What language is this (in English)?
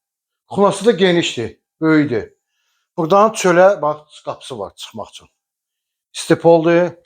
Azerbaijani